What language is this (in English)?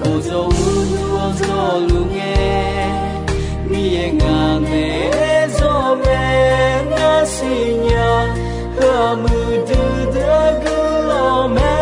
Akha